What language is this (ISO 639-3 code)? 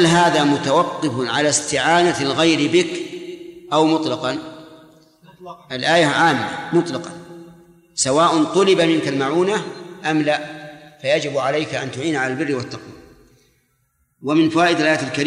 ara